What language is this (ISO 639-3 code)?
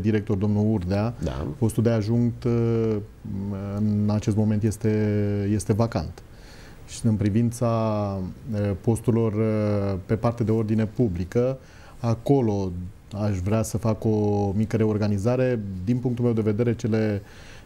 ron